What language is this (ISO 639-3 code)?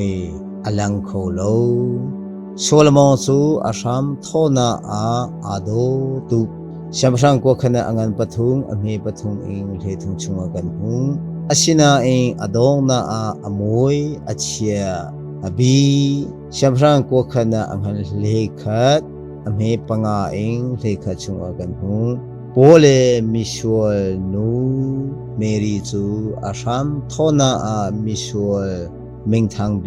cnh